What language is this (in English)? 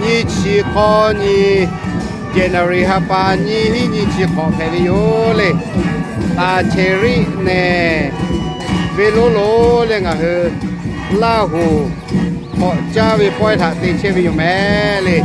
Lahu